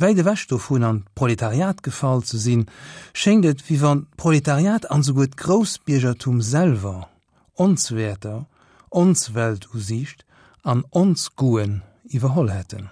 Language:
Luxembourgish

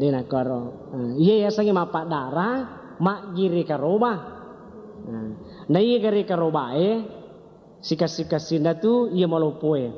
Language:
Buginese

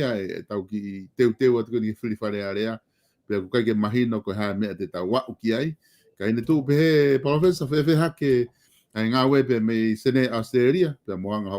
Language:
Tongan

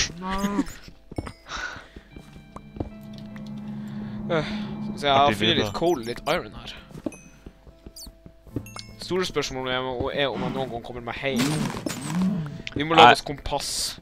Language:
Norwegian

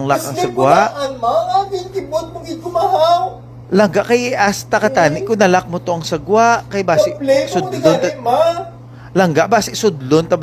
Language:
Hiligaynon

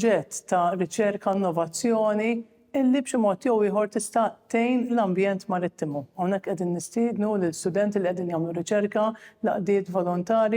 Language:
Maltese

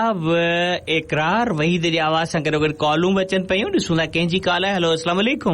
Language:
Sindhi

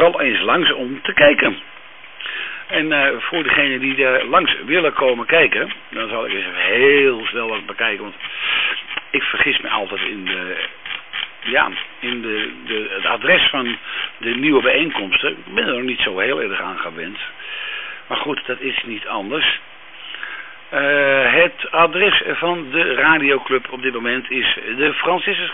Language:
Dutch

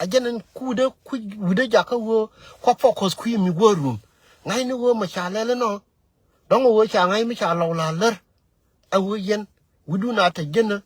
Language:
Nuer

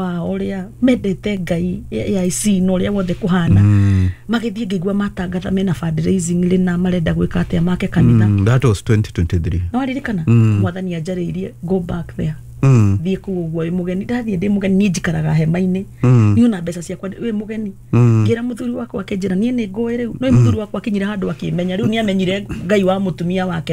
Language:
Kikuyu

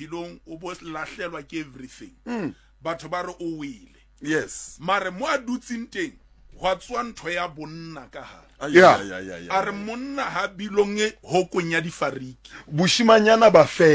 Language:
Southern Sotho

